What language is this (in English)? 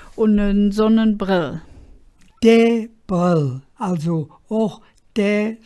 Colognian